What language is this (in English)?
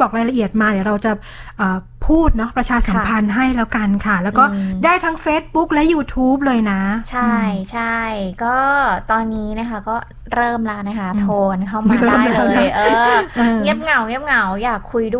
Thai